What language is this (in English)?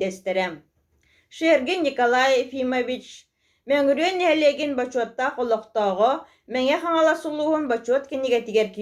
Yakut